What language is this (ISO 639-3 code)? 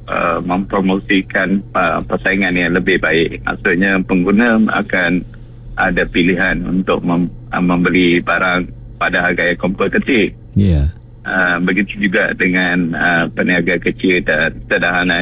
msa